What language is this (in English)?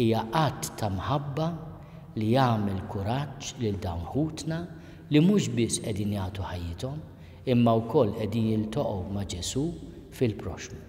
Maltese